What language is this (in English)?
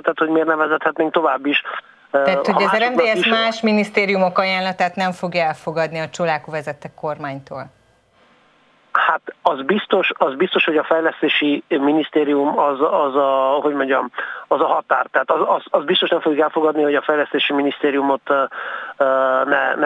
Hungarian